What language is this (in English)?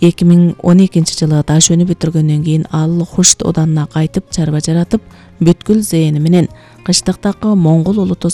Kyrgyz